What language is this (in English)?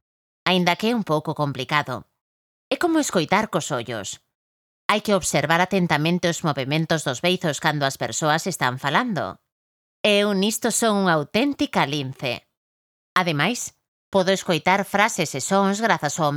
Galician